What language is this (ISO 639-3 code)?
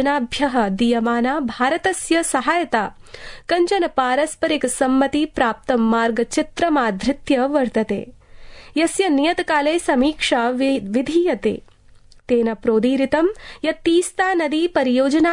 san